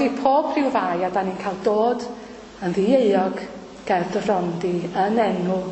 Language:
Welsh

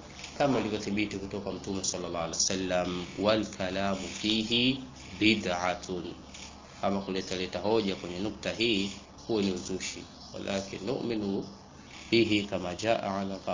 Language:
Swahili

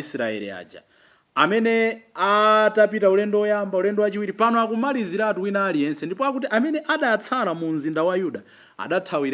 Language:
Nyanja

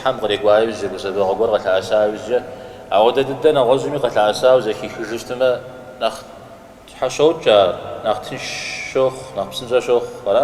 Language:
Kabardian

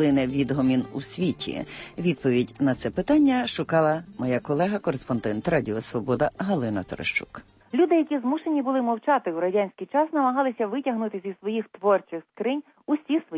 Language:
Ukrainian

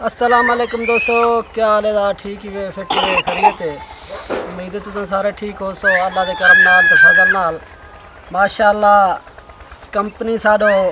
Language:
Saraiki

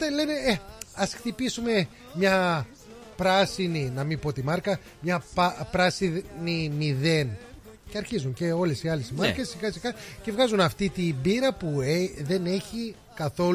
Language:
Greek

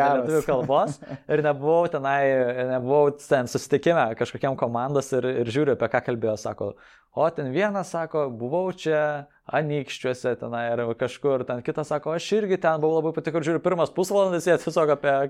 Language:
Lithuanian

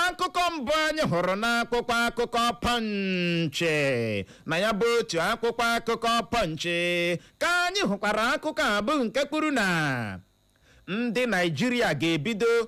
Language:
Igbo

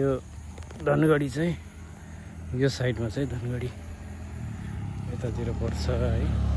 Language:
Nepali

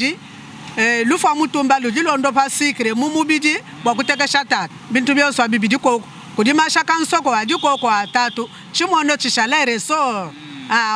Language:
Luba-Lulua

